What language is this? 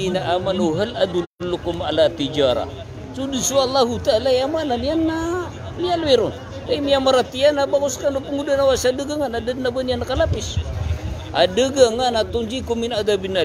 Maranao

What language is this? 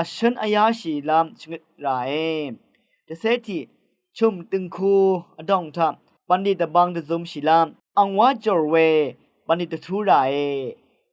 Rawang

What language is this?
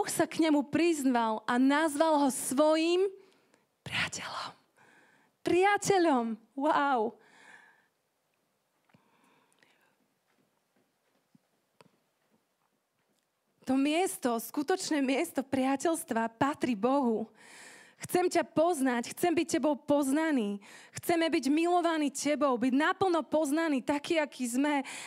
Slovak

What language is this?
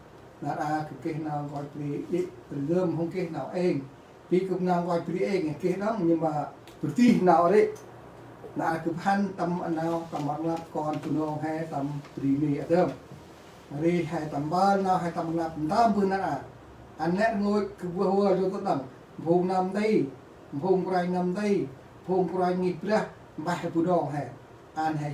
Central Mnong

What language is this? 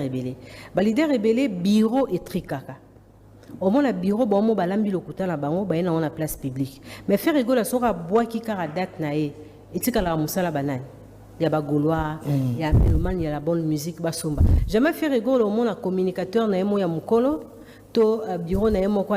Lingala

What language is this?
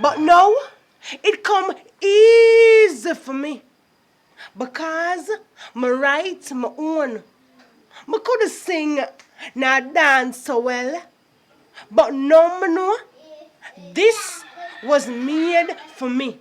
Jamaican Creole English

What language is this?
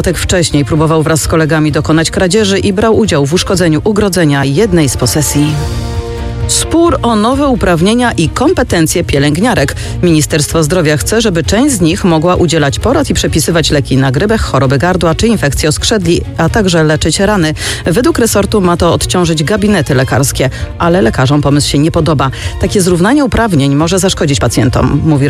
Polish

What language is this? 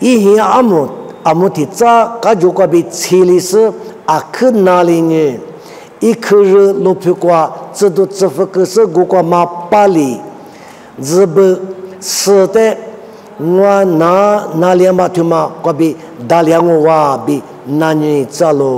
Lisu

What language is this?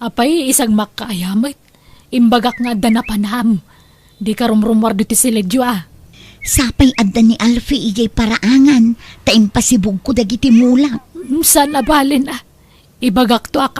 Iloko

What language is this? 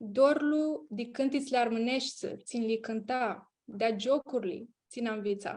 Aromanian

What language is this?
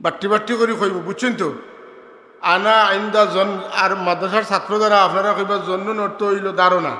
Sylheti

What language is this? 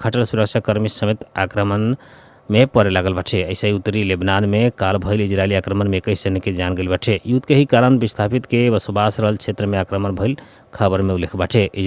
Bhojpuri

